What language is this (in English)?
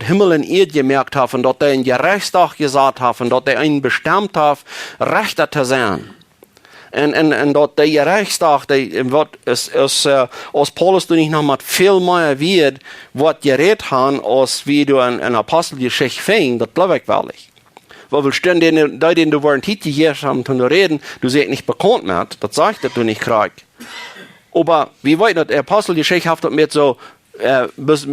Plautdietsch